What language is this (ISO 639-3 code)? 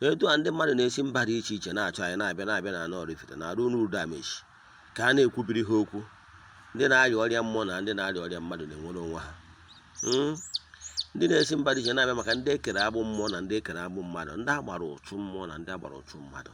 ibo